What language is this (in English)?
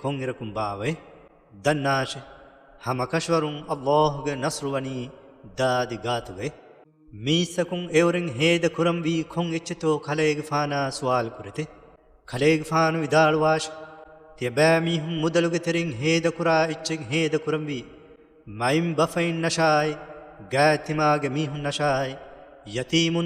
Divehi